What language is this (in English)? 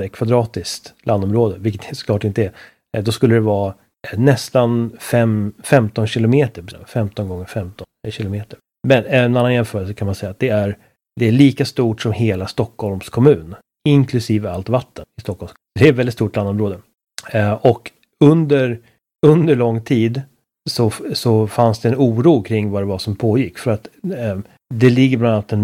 Swedish